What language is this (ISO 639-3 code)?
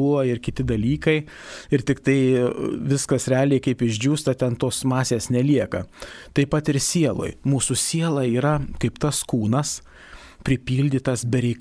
lit